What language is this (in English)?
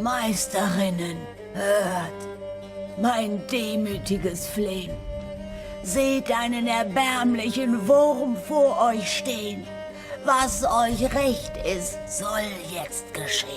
Swiss German